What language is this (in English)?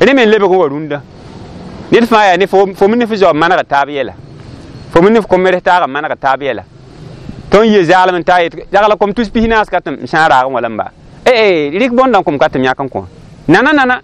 Mossi